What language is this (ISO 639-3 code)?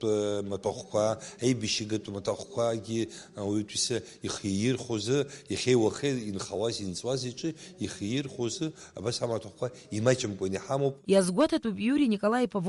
abk